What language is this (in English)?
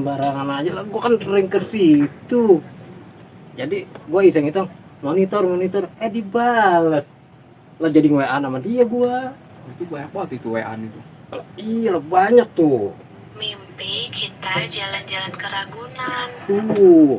Betawi